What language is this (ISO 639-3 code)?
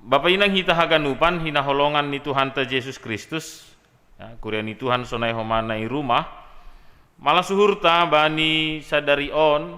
bts